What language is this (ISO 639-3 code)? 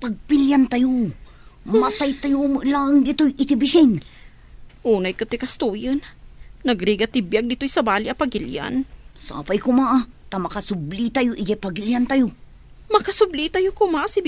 ilo